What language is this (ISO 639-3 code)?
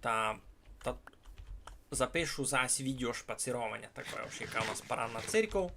rue